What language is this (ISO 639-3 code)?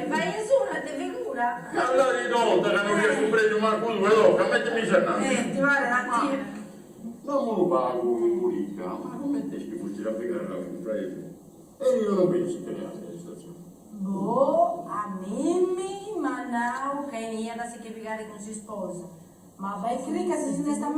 srd